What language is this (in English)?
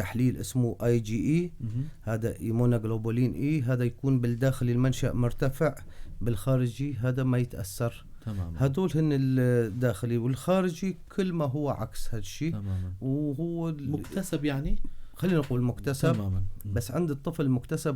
North Levantine Arabic